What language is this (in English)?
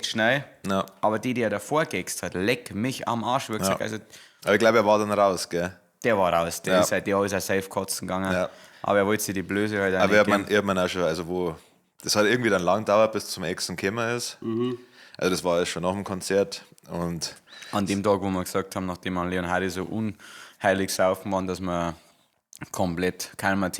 Bavarian